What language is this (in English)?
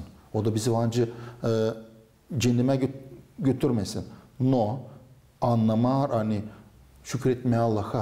Gagauz